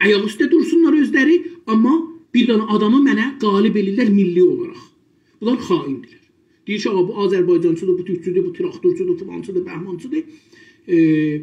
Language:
South Azerbaijani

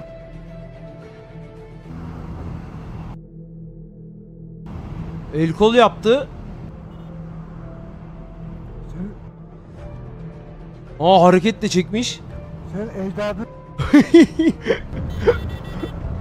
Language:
Turkish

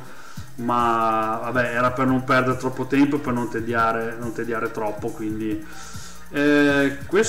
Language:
Italian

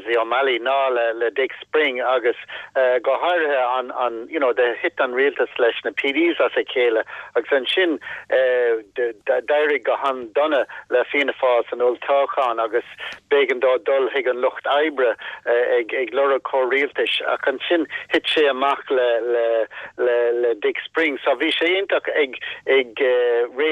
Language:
Irish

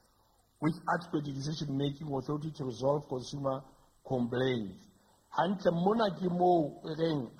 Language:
Southern Sotho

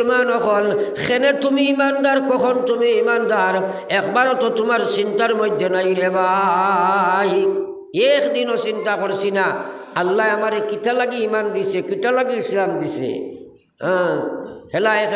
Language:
Sylheti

